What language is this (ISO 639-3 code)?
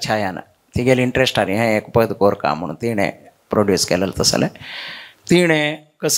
kok